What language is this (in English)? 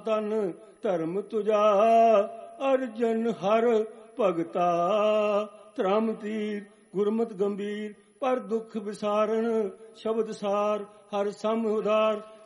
Punjabi